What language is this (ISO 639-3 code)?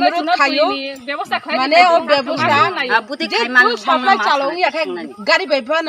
trp